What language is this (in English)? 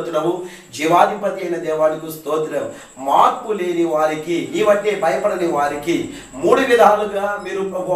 Telugu